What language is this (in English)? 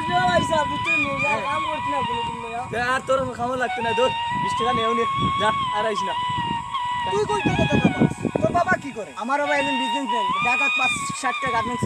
Sylheti